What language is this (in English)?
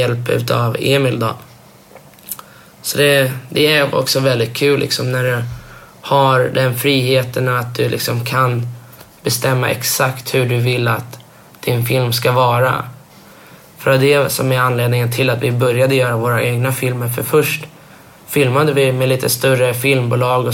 Swedish